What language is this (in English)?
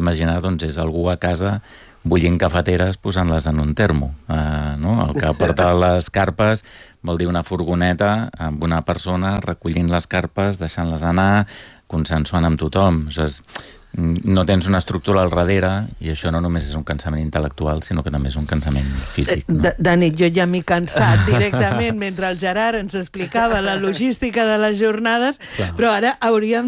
Catalan